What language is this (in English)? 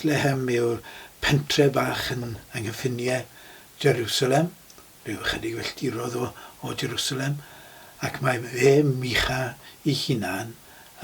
Welsh